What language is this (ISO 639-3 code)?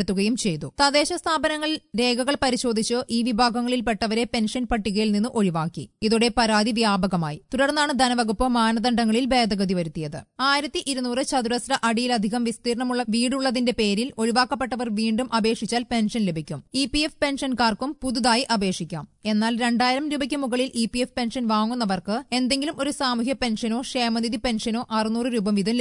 mal